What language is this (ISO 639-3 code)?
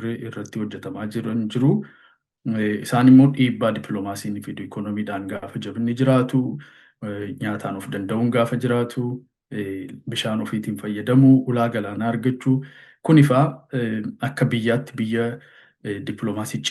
orm